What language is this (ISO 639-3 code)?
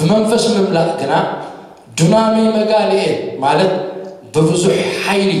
tir